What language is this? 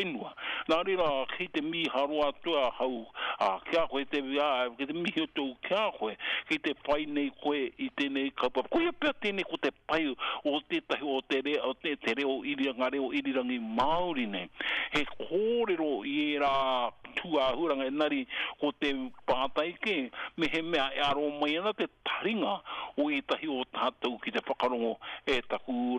Māori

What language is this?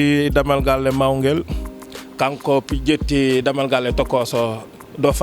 Fula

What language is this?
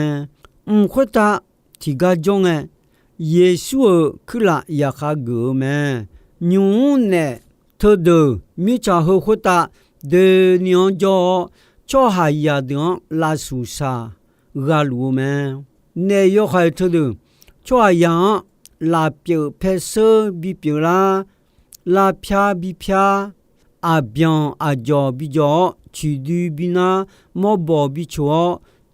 Akha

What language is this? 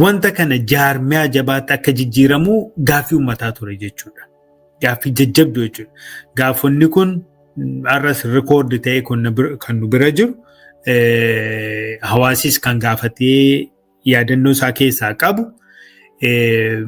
Oromo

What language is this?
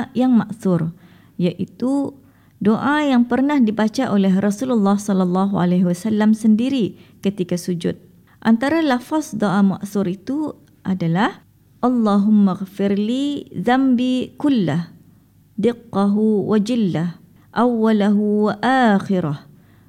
Malay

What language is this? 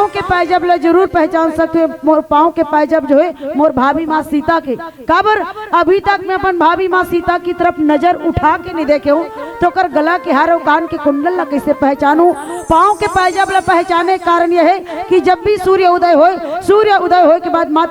Chhattisgarhi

